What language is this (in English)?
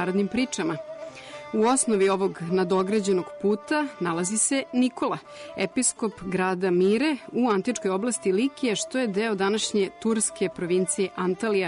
Serbian